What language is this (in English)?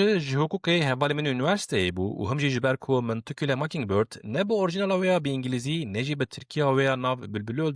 Kurdish